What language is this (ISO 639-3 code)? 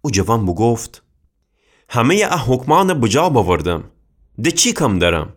glk